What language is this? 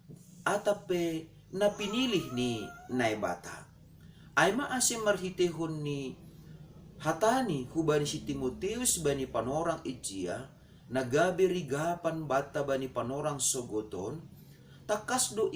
Batak Simalungun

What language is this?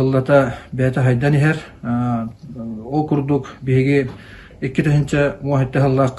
Yakut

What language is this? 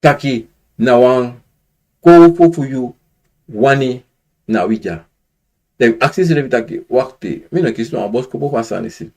Sranan Tongo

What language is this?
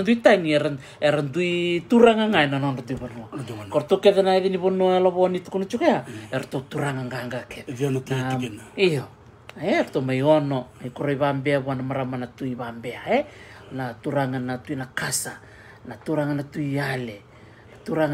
Fijian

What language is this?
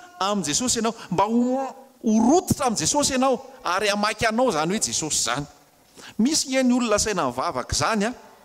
Malagasy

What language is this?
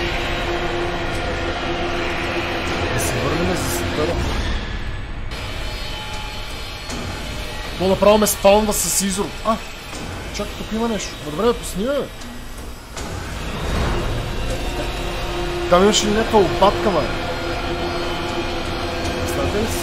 Bulgarian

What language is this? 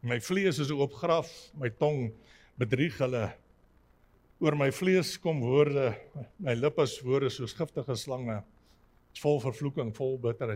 Afrikaans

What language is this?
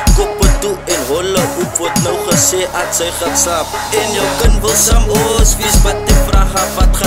Afrikaans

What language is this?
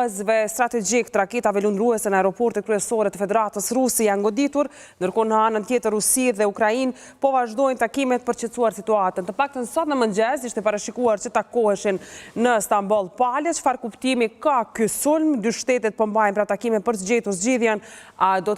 Albanian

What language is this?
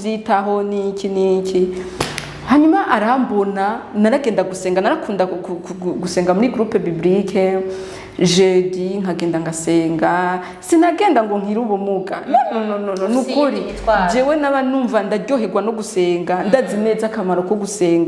Rundi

